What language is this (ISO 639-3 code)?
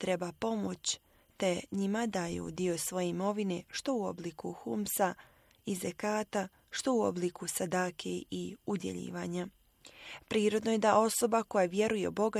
bos